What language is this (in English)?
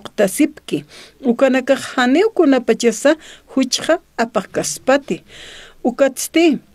Aymara